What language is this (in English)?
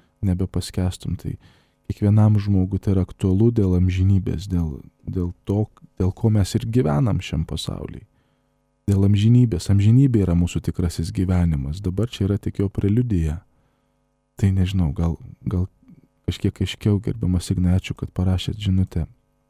Lithuanian